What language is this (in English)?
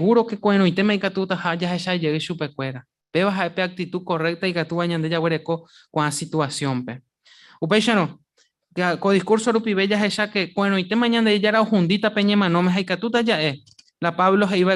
Guarani